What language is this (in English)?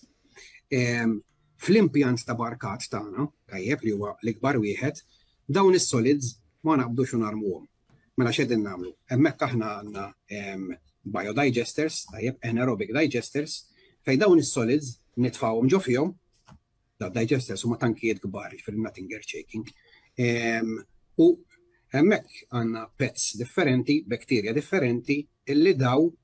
Maltese